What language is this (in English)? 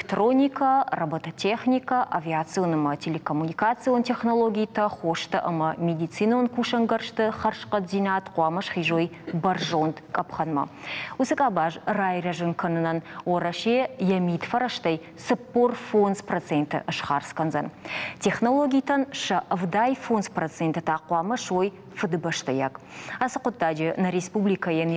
Ossetic